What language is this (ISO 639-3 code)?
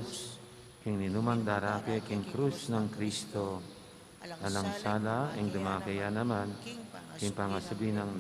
pam